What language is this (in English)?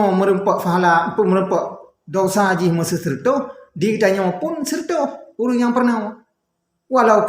Achinese